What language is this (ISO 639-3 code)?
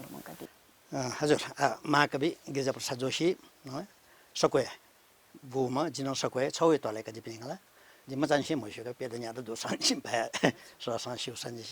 new